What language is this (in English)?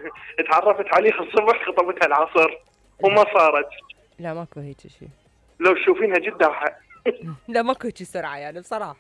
Mesopotamian Arabic